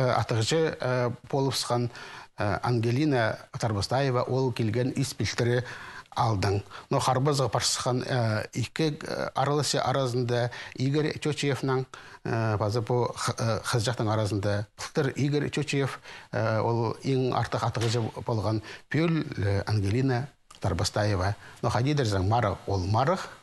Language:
Khakas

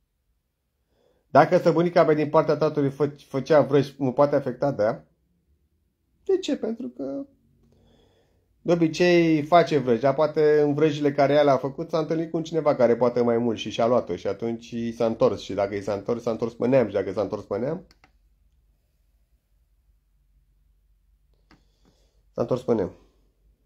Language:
Romanian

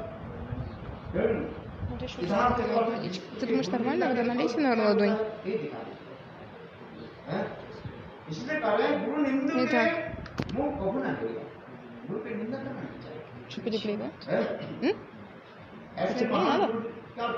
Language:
Russian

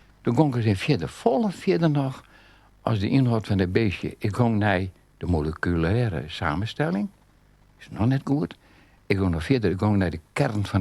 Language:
Western Frisian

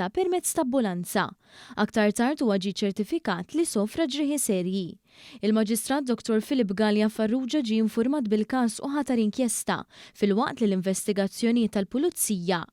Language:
Maltese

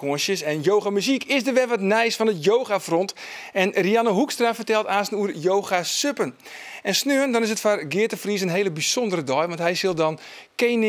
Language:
Western Frisian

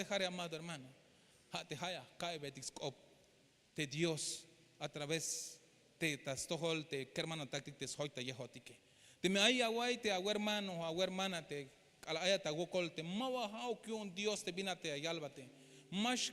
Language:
Tzeltal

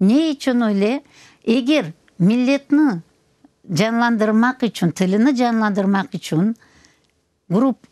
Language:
Crimean Tatar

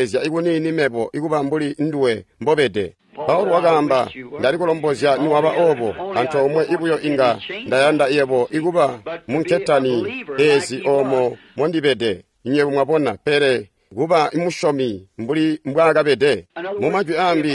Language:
Tonga (Zambia)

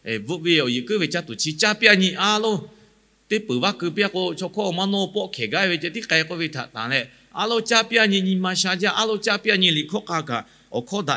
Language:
Lahu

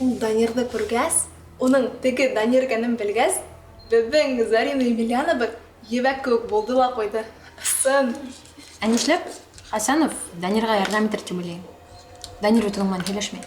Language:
Bashkir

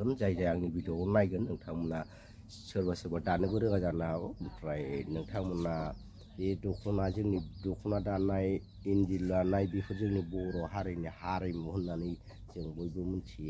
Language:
Bodo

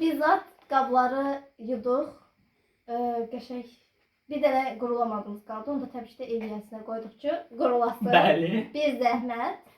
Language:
Azerbaijani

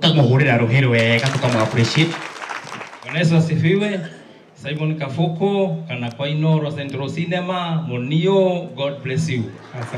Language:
Kikuyu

